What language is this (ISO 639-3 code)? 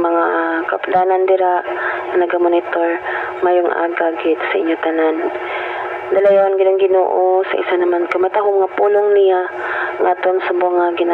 hil